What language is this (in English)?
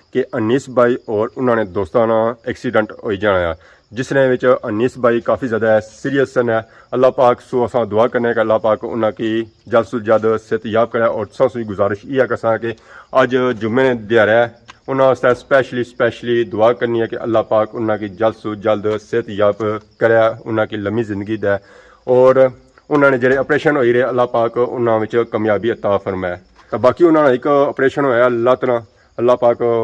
Pahari-Potwari